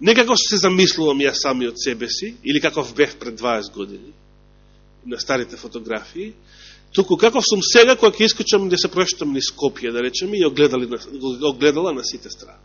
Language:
Macedonian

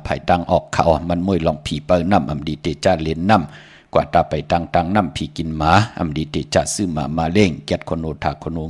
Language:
Shan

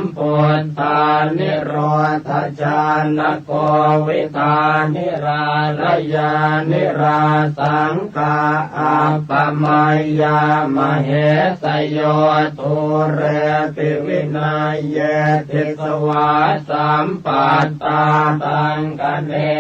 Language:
Pali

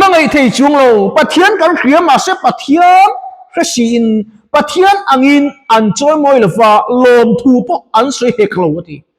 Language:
Mizo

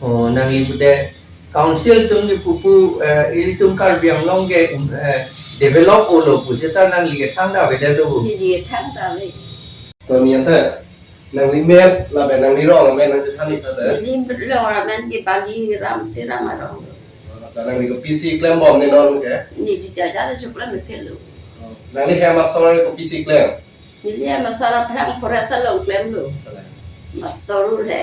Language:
Karbi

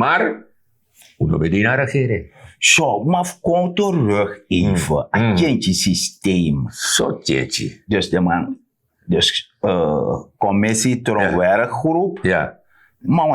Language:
Sranan Tongo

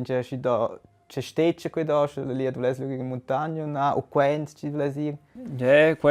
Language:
Romansh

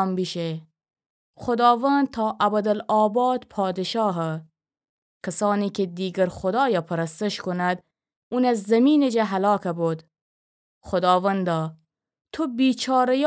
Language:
Gilaki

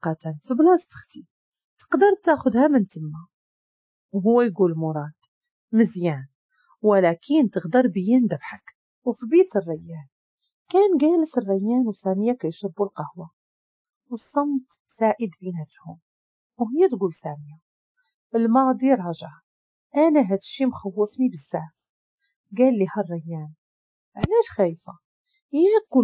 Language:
Moroccan Arabic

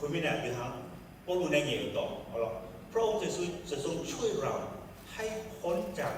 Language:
Akha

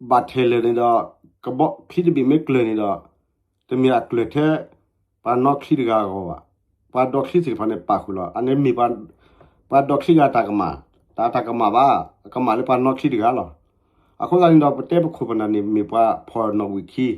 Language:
S'gaw Karen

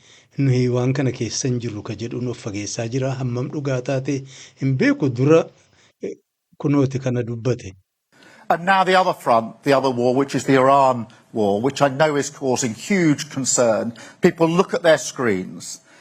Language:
Oromo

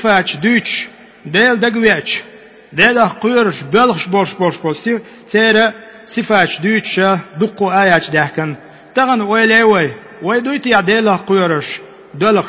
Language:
Chechen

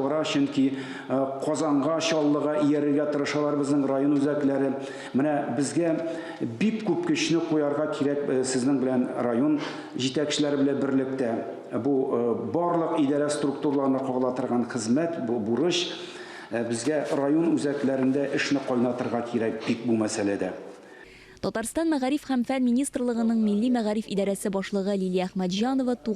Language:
Tatar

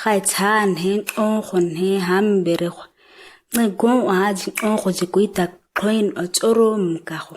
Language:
ǁGana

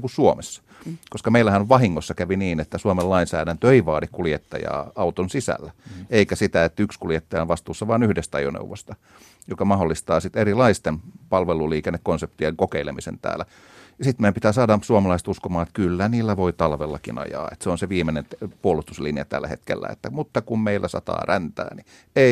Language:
Finnish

